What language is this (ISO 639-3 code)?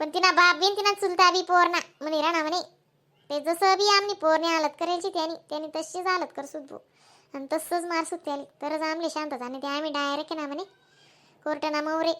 khn